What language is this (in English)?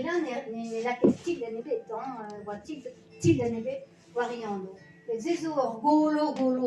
Breton